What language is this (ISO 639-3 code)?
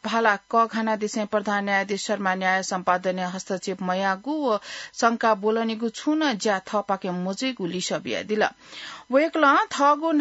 new